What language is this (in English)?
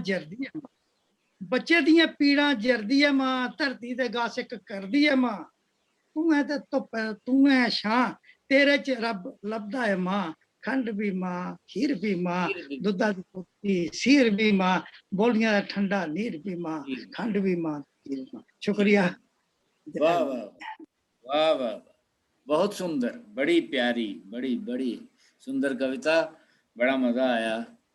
Dogri